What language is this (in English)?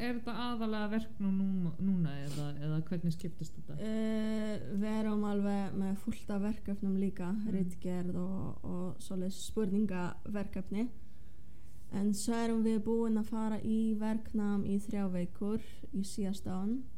Icelandic